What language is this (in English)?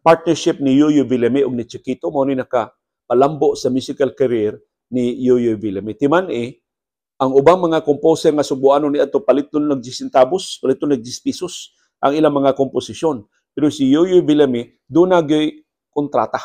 Cebuano